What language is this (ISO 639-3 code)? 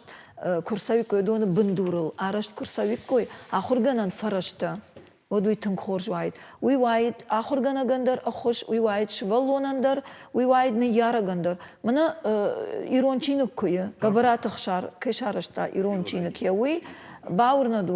oss